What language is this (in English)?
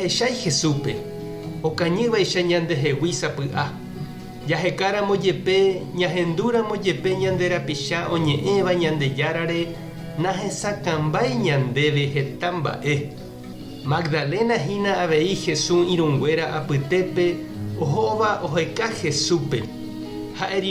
Guarani